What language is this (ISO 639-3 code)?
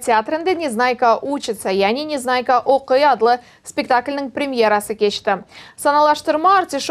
crh